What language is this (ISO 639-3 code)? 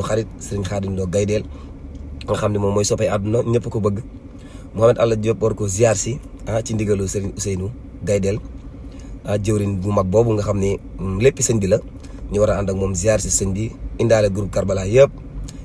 wol